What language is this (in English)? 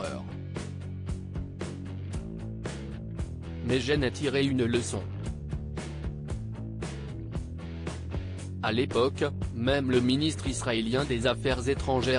French